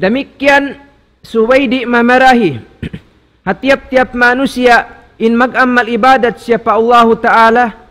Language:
Tausug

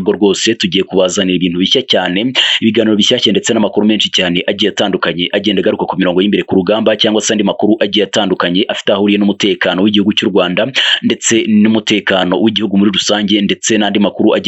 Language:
Kinyarwanda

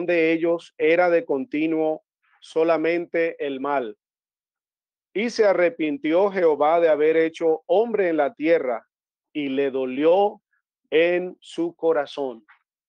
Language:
Spanish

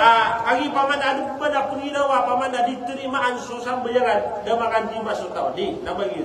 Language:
Maranao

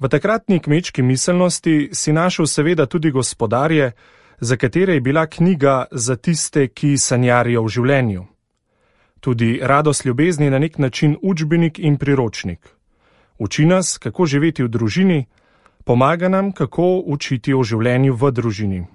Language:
Slovenian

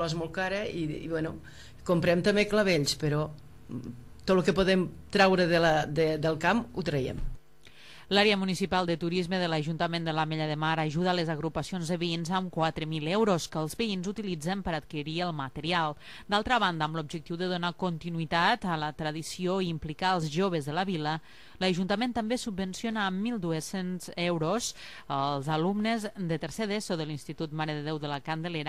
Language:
Catalan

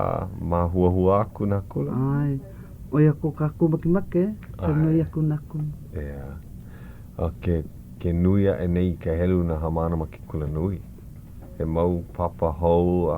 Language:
Hawaiian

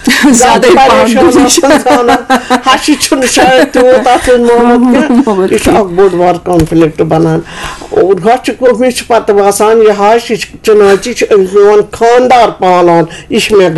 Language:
Kashmiri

